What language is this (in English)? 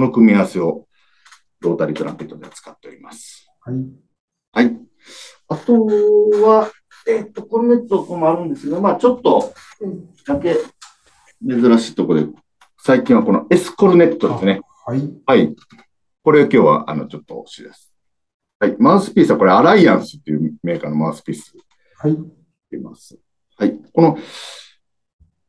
Japanese